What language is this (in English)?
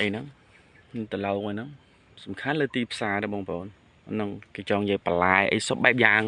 Khmer